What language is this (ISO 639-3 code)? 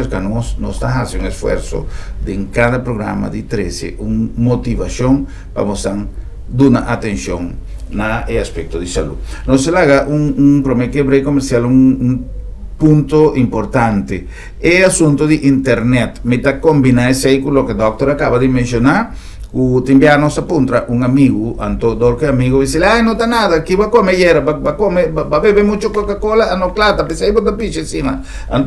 pap